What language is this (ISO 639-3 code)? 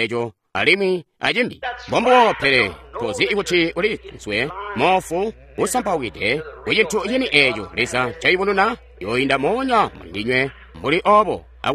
toi